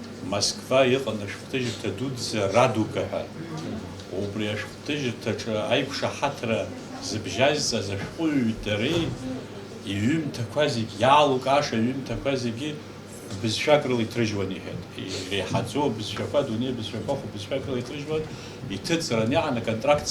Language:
Abkhazian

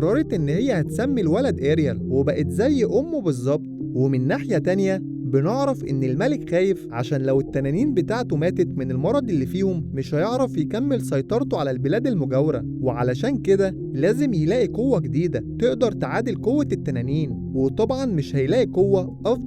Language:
Egyptian Arabic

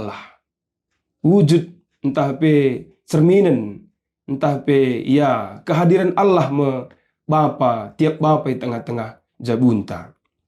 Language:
Batak Karo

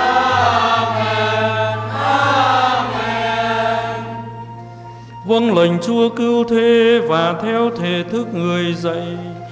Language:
Vietnamese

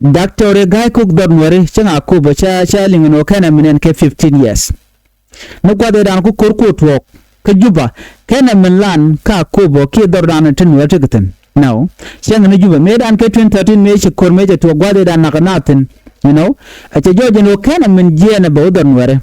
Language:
Nuer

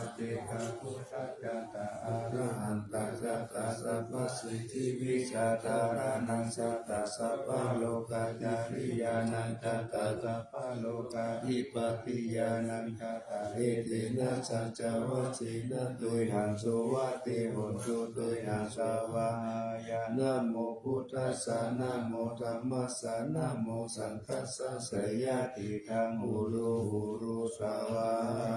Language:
Pali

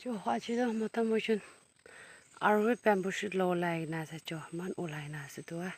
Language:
Naga Pidgin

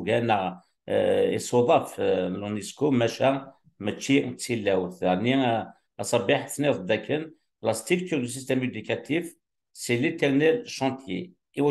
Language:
Kabyle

